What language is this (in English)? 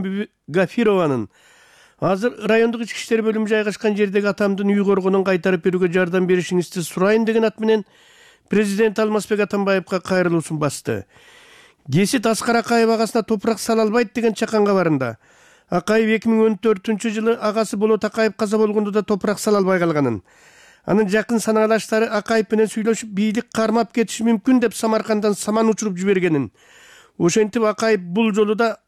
Kyrgyz